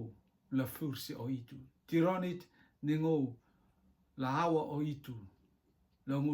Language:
Rotuman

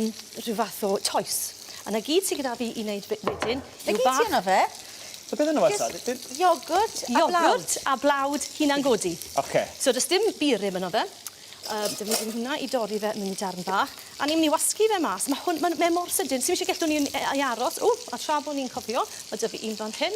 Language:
Welsh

